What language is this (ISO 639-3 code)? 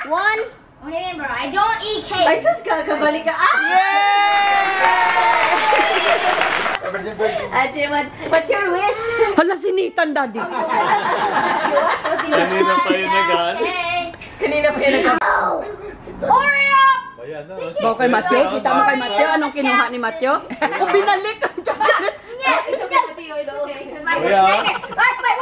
fil